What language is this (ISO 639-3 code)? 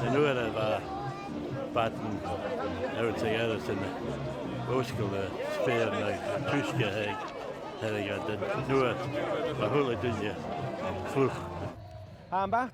gla